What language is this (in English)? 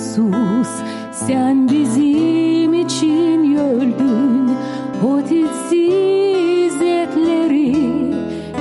Gagauz